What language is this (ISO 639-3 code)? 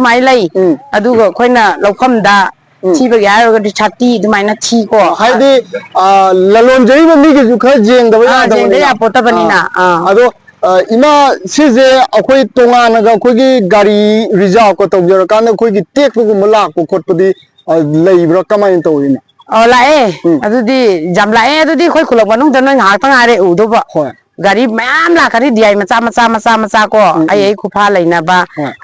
mni